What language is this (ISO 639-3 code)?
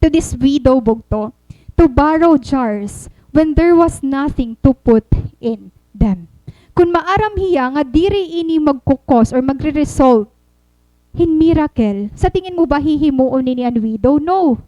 war